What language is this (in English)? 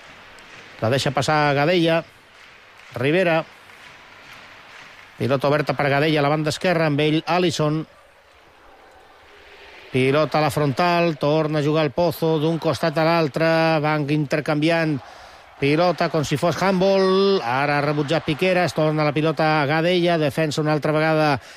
Catalan